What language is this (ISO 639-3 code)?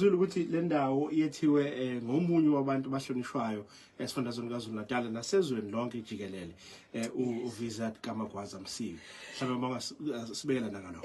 zul